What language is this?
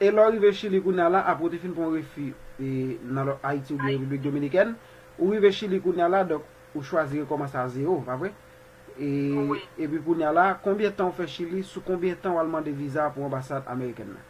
Haitian Creole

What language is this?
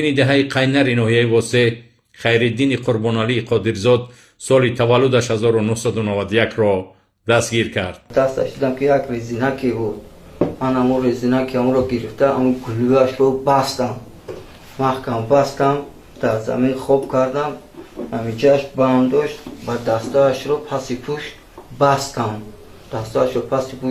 Tajik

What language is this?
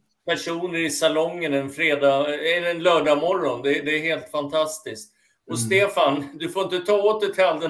Swedish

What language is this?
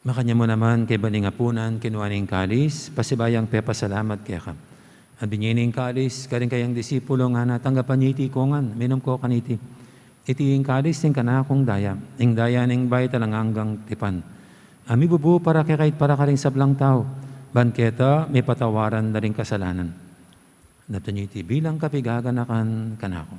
Pampanga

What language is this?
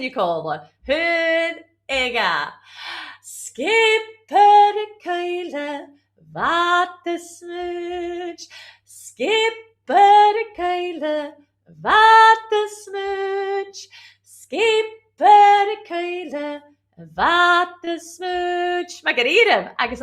Scottish Gaelic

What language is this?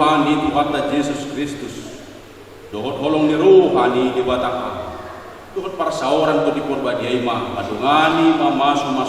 Batak Toba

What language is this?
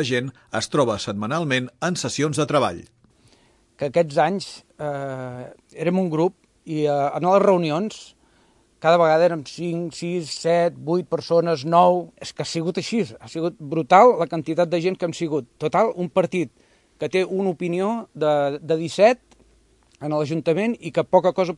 Catalan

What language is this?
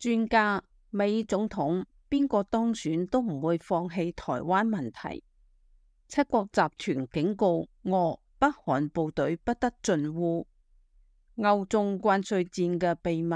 Cantonese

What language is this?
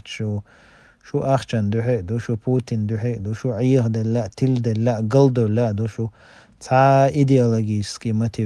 Chechen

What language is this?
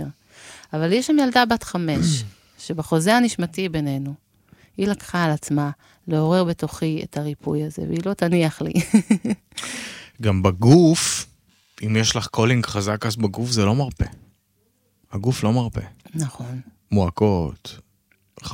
Hebrew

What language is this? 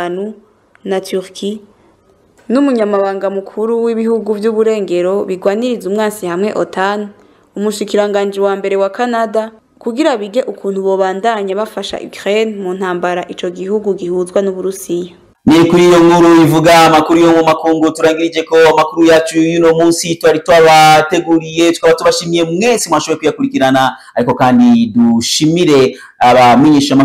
Rundi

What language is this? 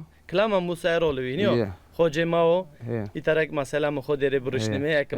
Zaza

